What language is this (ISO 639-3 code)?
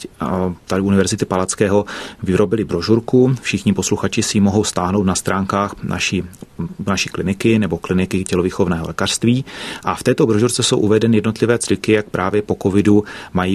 ces